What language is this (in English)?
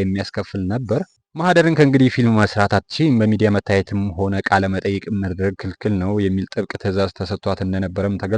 Amharic